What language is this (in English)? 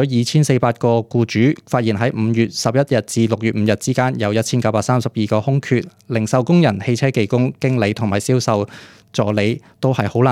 Cantonese